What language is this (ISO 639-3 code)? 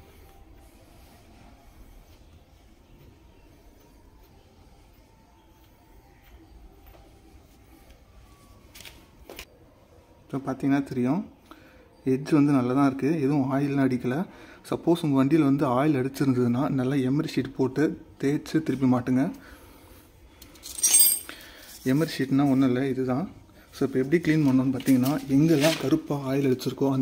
tam